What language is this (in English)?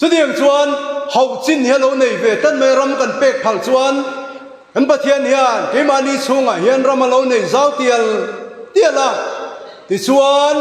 Mizo